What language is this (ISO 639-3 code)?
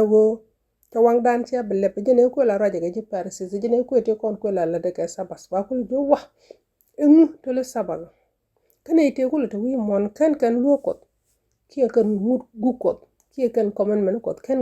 nus